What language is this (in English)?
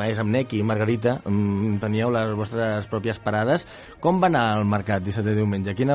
Catalan